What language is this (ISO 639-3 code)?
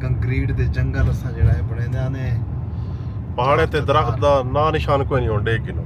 skr